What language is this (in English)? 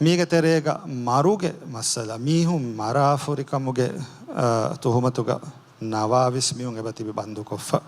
Divehi